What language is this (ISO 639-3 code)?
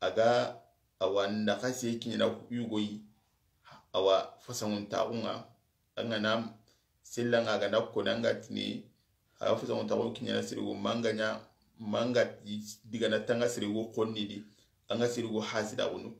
snk